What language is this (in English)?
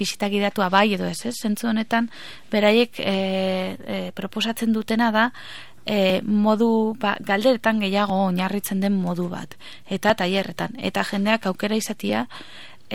Basque